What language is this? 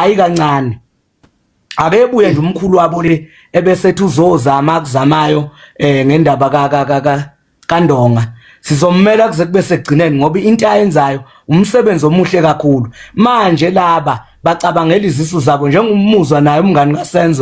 Zulu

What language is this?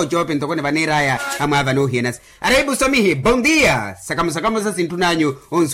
Makhuwa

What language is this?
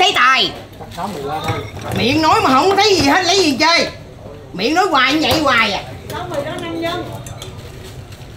Vietnamese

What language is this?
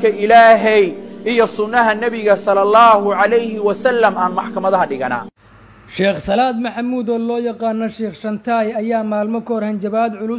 Somali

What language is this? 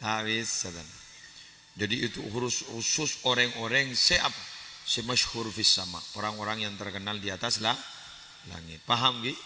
Madurese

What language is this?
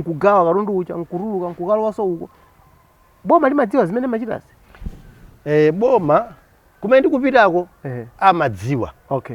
Nyanja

